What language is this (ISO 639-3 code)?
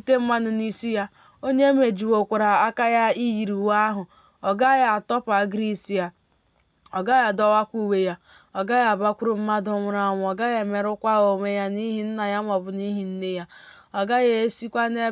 ibo